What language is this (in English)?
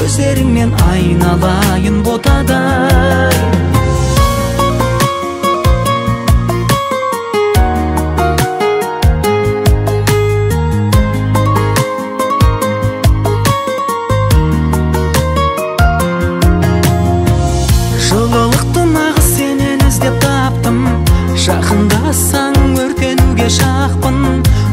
Kazakh